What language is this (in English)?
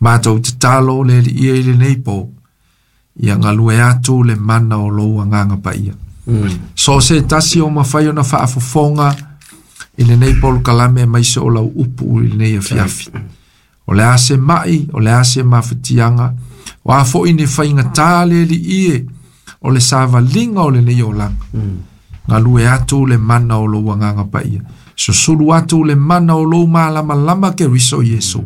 Samoan